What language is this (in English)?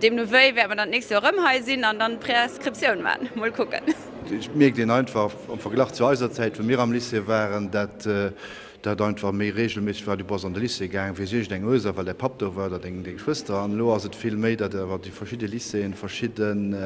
Luxembourgish